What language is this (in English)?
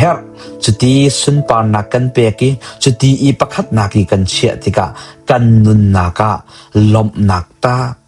Hakha Chin